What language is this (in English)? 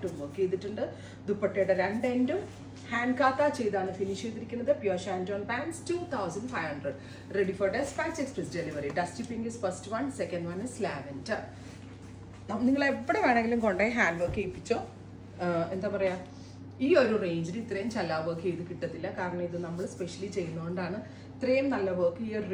Malayalam